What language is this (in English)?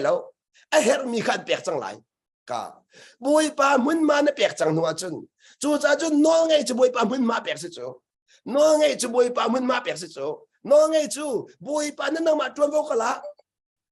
Hakha Chin